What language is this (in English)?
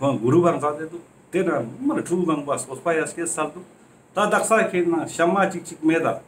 Ladakhi